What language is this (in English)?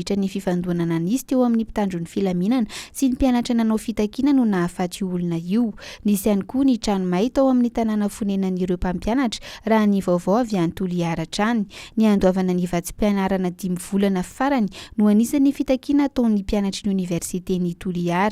Malagasy